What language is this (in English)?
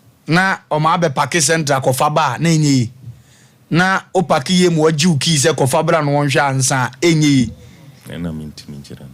Akan